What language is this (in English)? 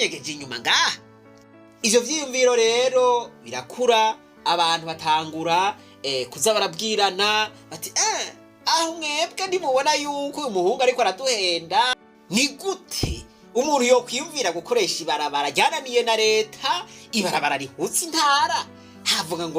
Rundi